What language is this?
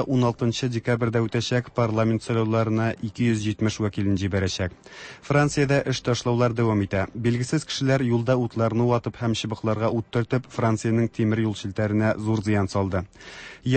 Tatar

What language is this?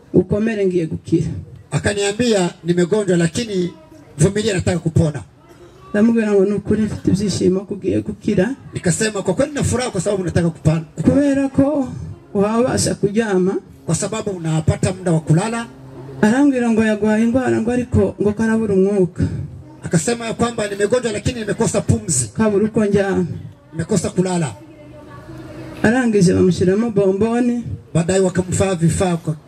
Kinyarwanda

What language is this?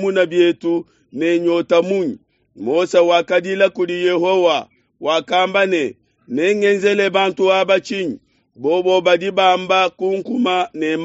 Luba-Lulua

